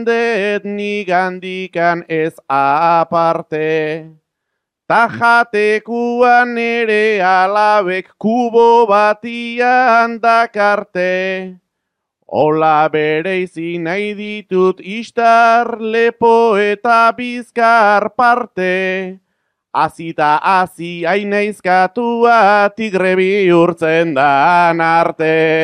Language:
Basque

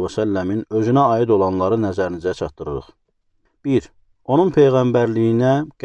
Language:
Azerbaijani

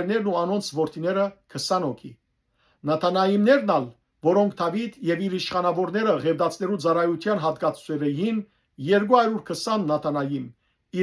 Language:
Western Armenian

